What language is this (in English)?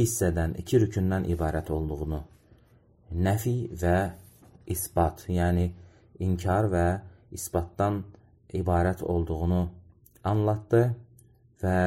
Azerbaijani